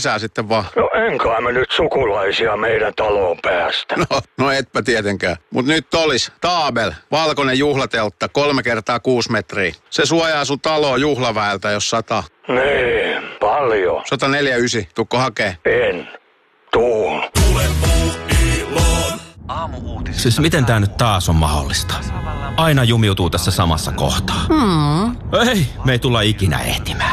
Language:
Finnish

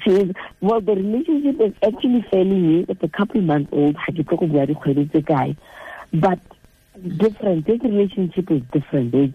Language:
Tswana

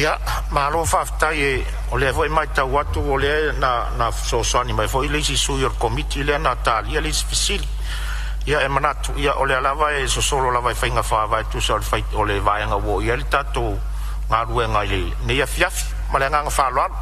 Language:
Samoan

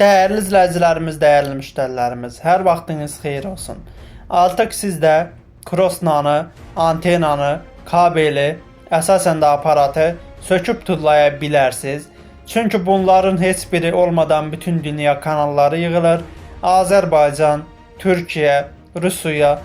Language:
Azerbaijani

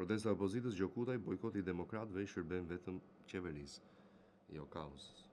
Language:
Albanian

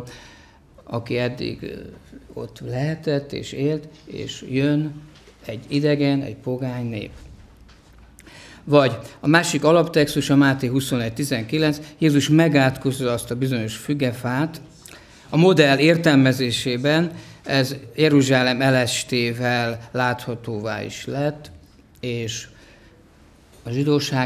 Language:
Hungarian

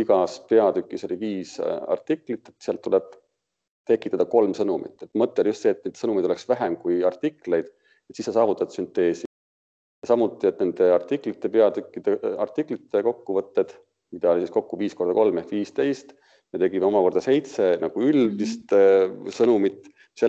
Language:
Estonian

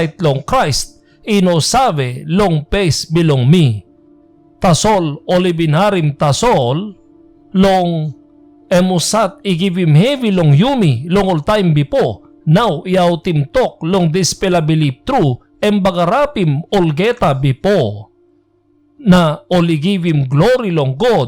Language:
Tok Pisin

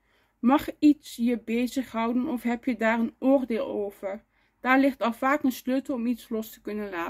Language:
Dutch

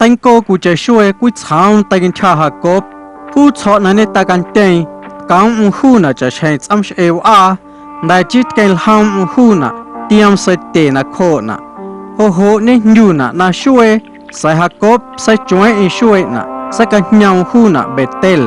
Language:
Guerrero Amuzgo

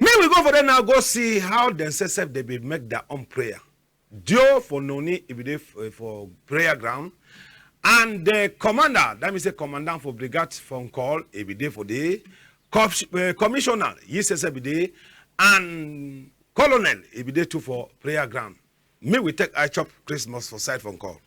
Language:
Cameroon Pidgin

